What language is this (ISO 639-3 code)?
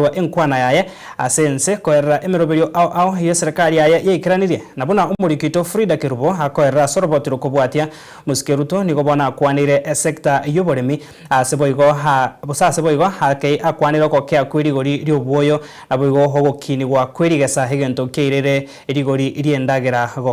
guz